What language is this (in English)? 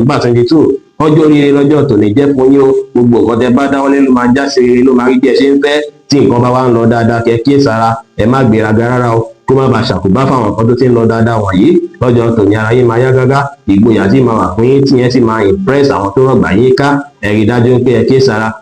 Yoruba